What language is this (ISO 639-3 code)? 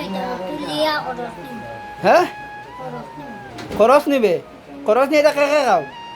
syl